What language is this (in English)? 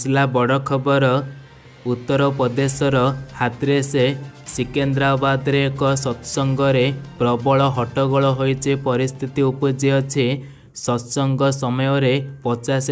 Odia